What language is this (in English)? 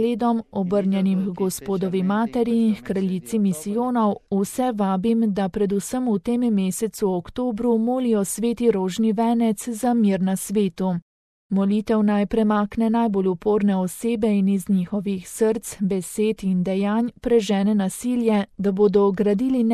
Slovenian